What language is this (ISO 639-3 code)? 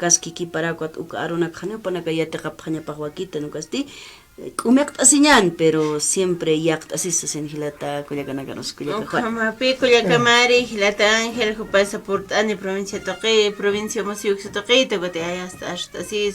aym